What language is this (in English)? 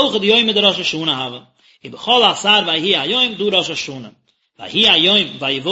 Yiddish